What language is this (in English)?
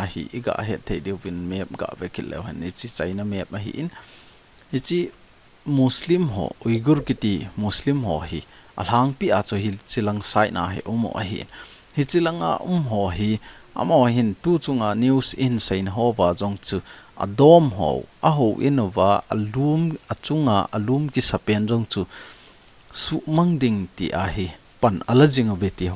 Thado Chin